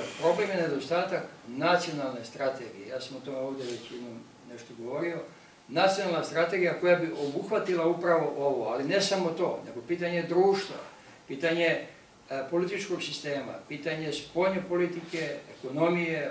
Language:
Serbian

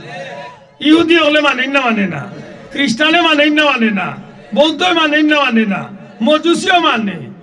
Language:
Sylheti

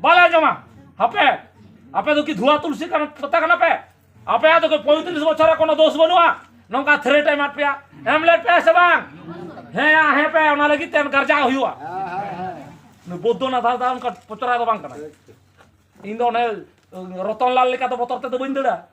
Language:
Santali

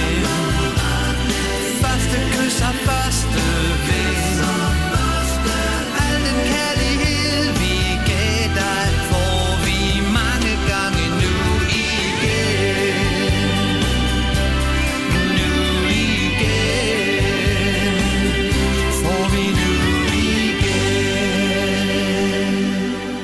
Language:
Danish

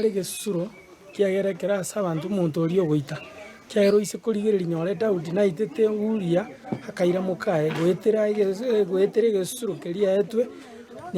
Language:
Gusii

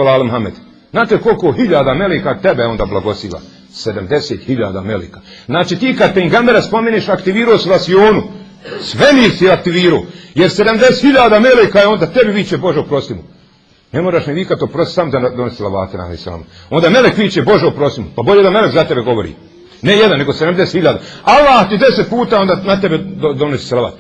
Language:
Bosnian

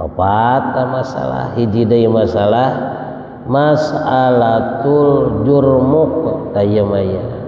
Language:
Sundanese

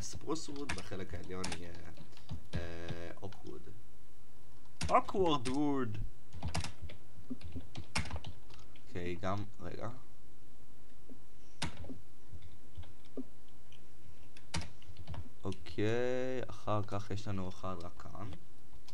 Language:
Hebrew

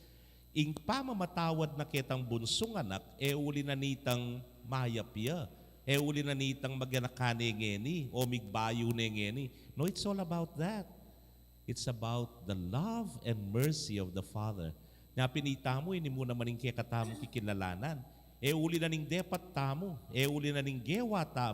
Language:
Pampanga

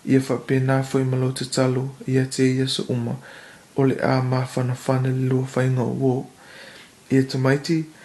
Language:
Samoan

